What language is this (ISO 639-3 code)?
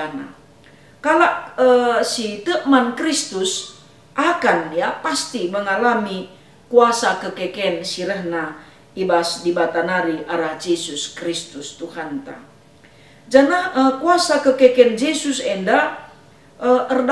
btx